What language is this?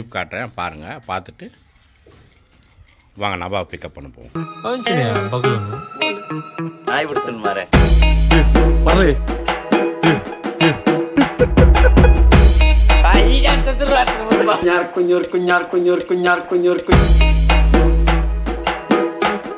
Tamil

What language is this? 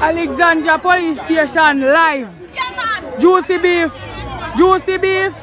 Jamaican Creole English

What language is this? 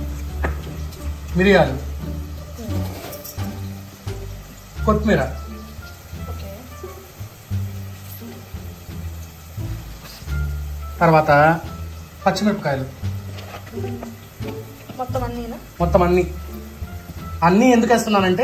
Telugu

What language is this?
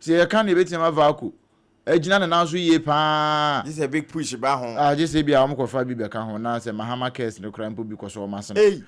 Akan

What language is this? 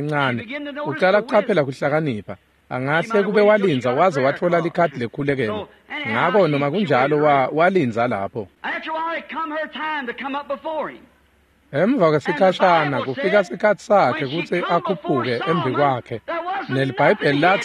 Swati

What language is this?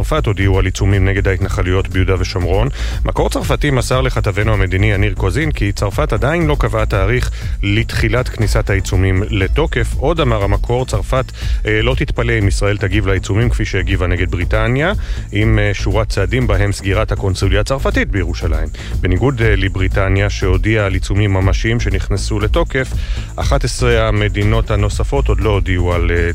Hebrew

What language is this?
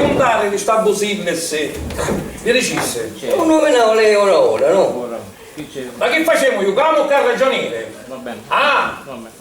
Sicilian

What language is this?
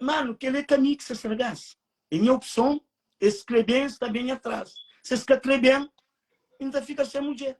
Kabuverdianu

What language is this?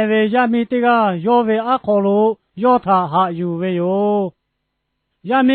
Lahu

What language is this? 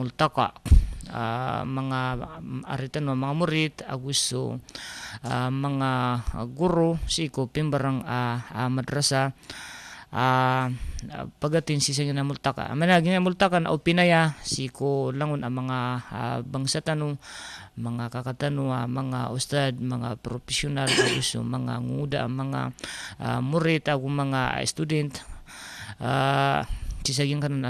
Maranao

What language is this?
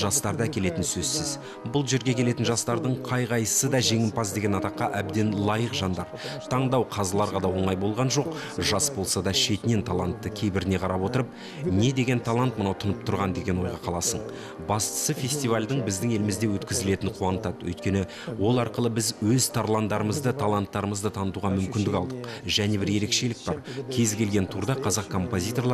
Kazakh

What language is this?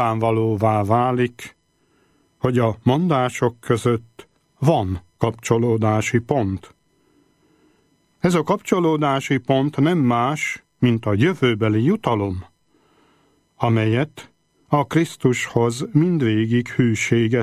Hungarian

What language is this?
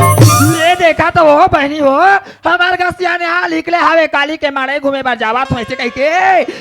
Chhattisgarhi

